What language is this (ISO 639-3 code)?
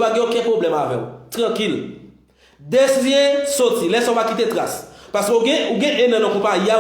hat